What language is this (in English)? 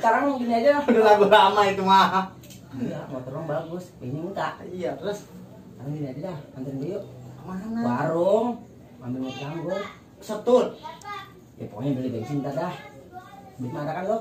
Betawi